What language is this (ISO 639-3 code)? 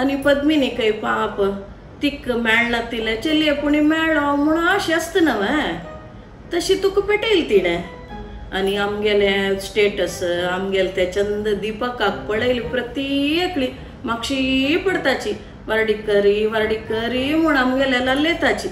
kok